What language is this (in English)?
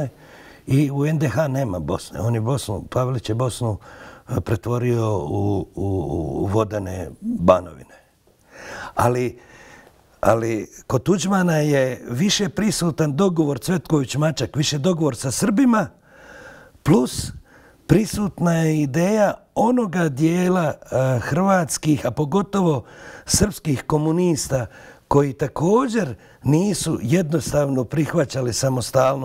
Bosnian